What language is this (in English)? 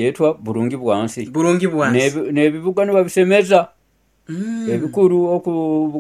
Nyoro